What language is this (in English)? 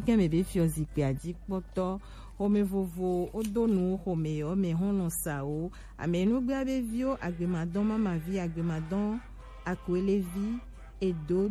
Gen